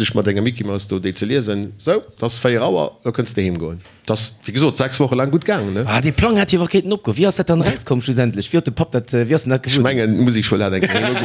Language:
Luxembourgish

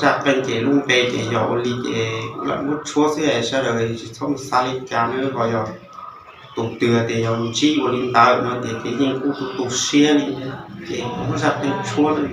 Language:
Hmong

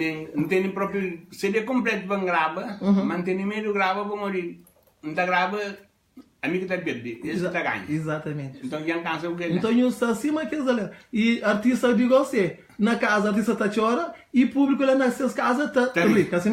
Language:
Kabuverdianu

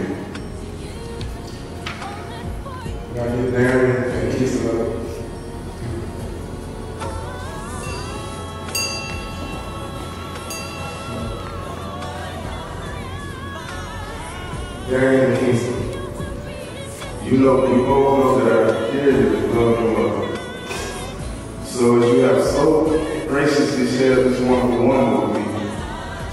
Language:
English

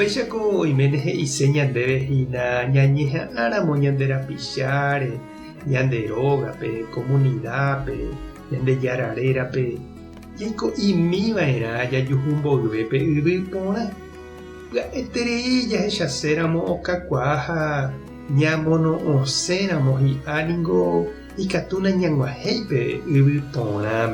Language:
Guarani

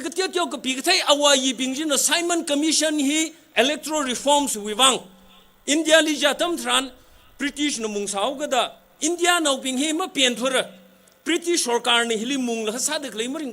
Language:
Tangkhul Naga (India)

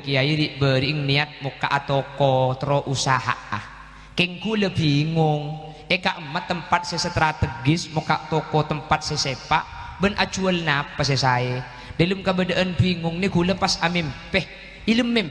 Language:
Madurese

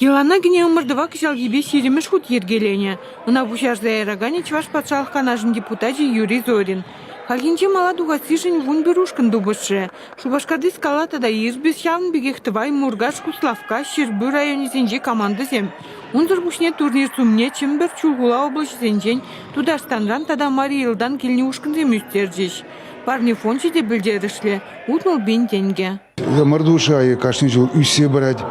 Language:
Chuvash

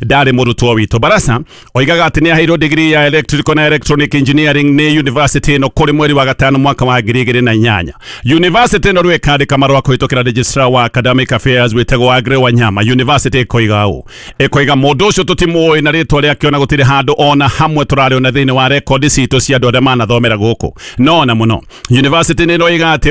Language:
Kikuyu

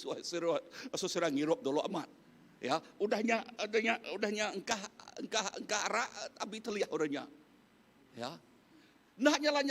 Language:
Iban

